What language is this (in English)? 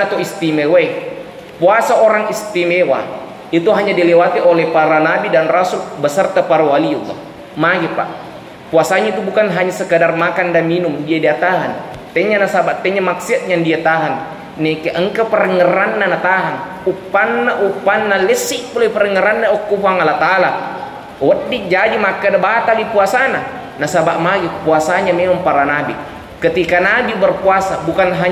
Buginese